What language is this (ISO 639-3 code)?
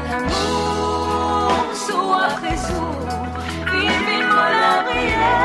mfe